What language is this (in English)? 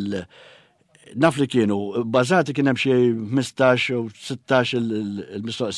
Maltese